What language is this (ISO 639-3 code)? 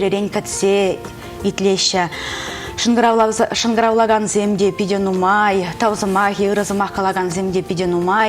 chv